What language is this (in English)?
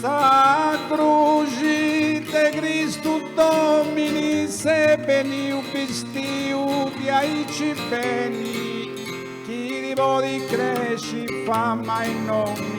Sardinian